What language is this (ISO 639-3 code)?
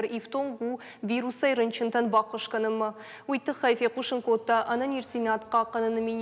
oss